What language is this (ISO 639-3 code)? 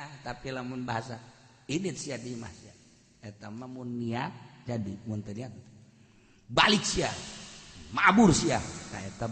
sun